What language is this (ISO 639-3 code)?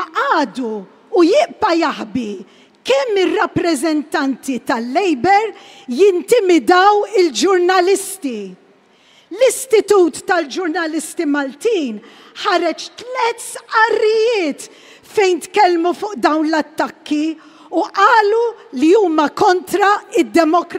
mlt